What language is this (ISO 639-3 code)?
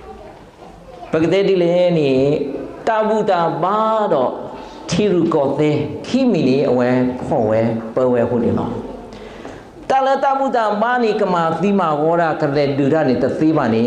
ksw